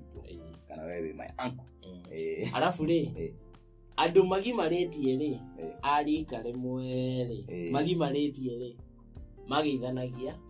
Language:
Kikuyu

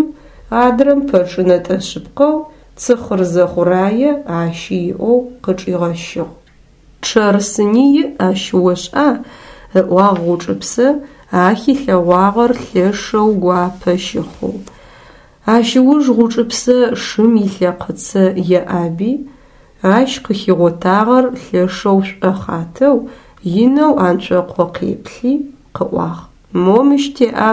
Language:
Adyghe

